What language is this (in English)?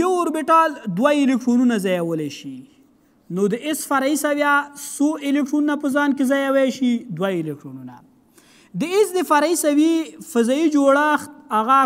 Pashto